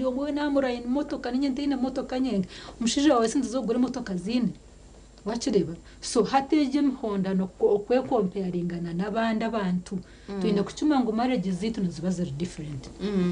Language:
Nyankole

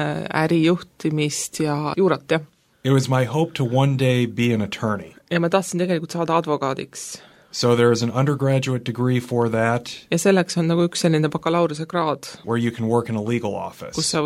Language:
Estonian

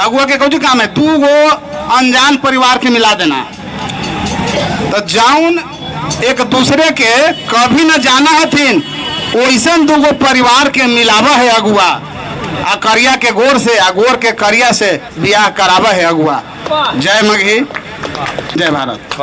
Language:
Magahi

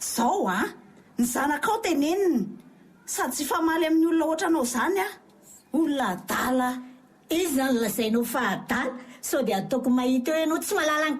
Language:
Malagasy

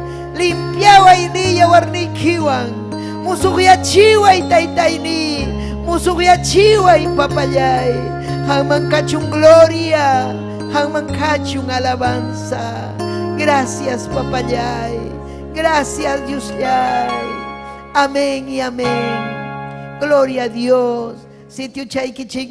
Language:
Ayacucho Quechua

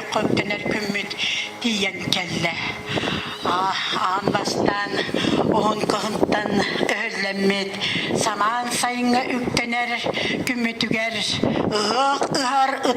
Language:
Yakut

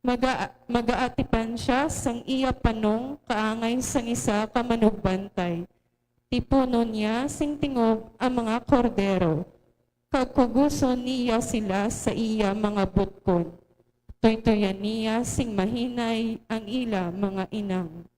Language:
Hiligaynon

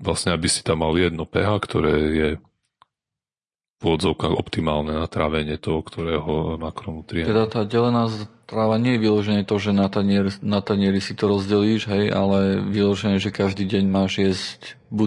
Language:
Slovak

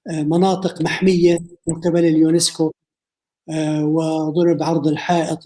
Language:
North Levantine Arabic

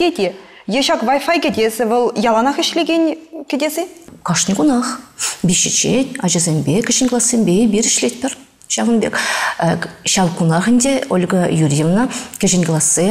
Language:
Chuvash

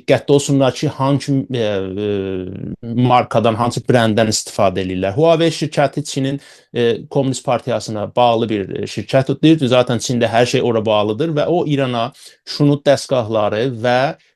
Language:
South Azerbaijani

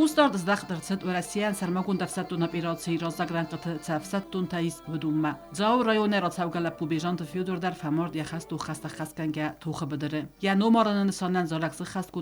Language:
Ossetic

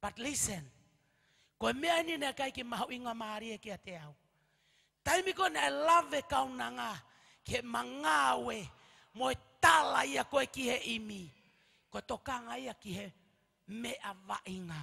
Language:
Tongan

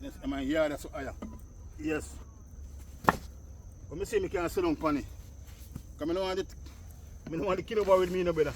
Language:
Jamaican Creole English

